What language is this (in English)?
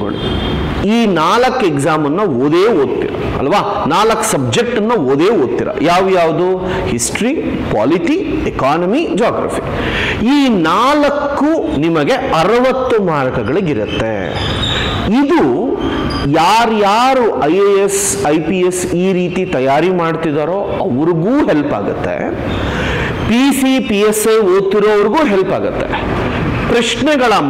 Kannada